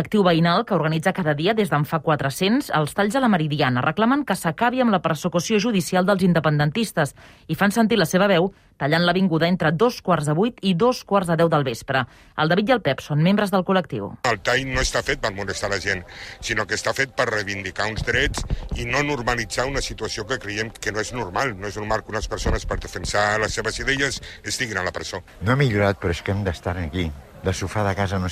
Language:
Catalan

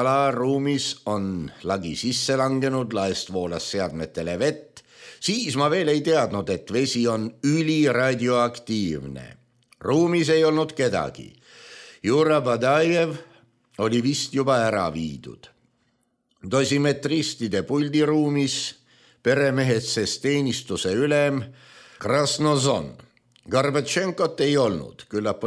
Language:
Estonian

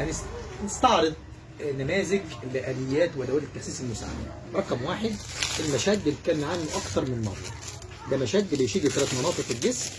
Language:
Egyptian Arabic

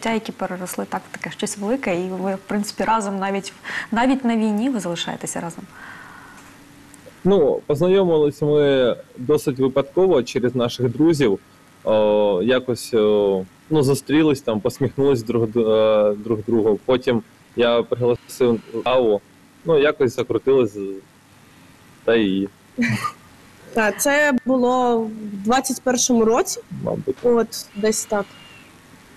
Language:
Ukrainian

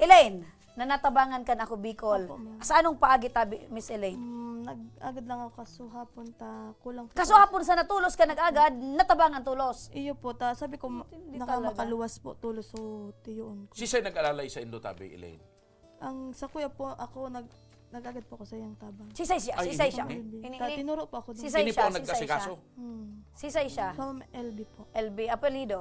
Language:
Bikol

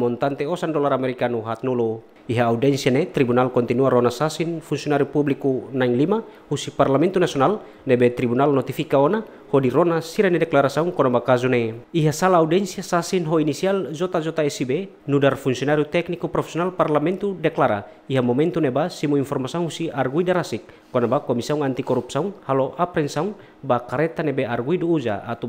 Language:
Tetum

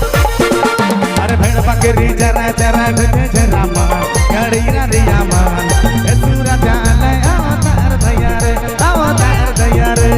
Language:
Sadri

